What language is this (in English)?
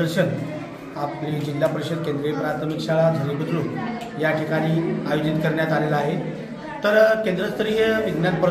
Marathi